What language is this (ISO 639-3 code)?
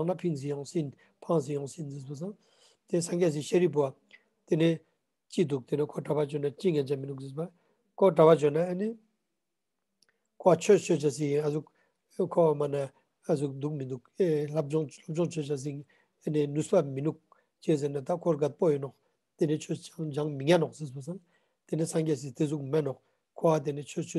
lbj